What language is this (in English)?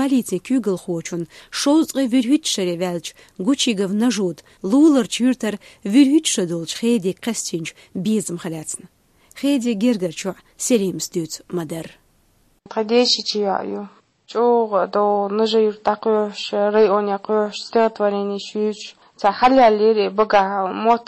Chechen